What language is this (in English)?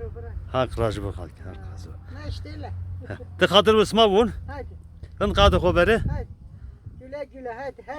Zaza